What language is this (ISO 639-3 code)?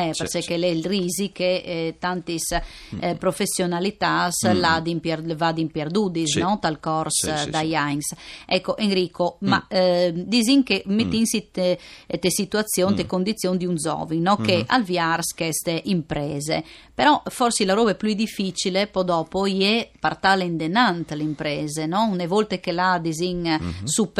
fur